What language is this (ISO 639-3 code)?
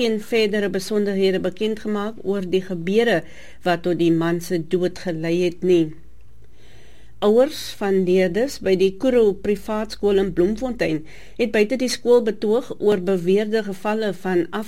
afr